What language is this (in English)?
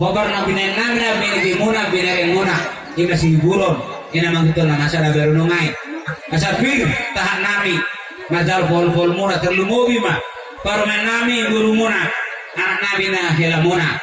Batak Toba